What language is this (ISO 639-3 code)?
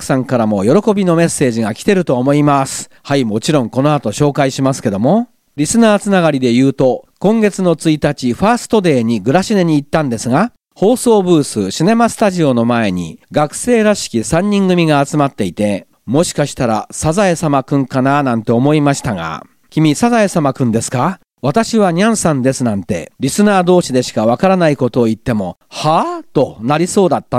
jpn